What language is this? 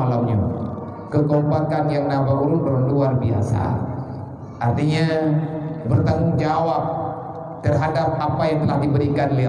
Achinese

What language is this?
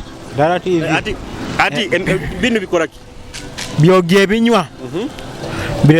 Nyoro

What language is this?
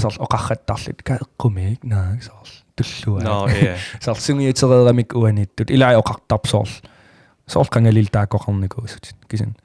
Kalaallisut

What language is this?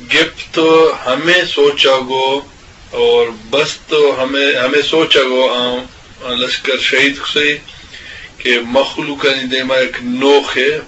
Eastern Balochi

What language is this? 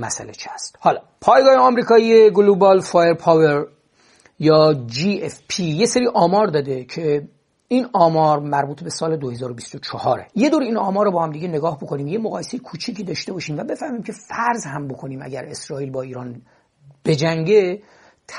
Persian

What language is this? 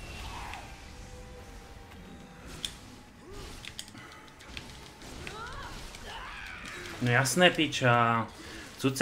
Slovak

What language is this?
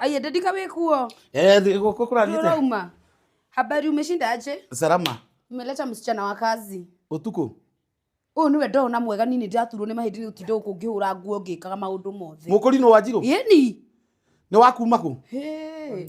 Kikuyu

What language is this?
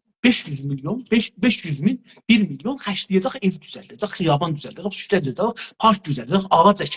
South Azerbaijani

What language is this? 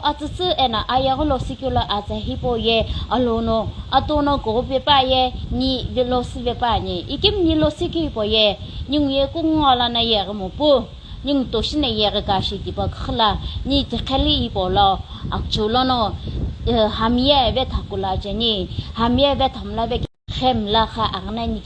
Sumi Naga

